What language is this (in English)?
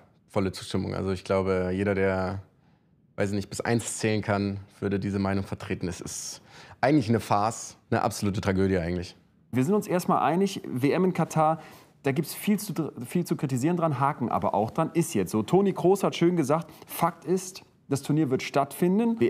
German